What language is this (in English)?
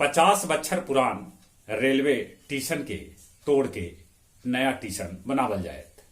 Magahi